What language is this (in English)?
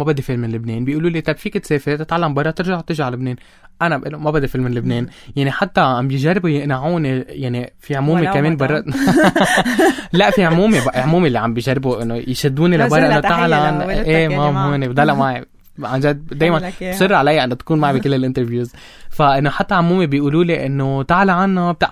North Levantine Arabic